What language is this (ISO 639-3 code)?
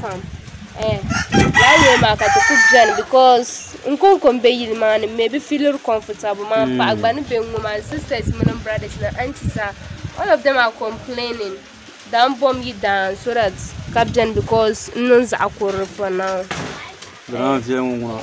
dag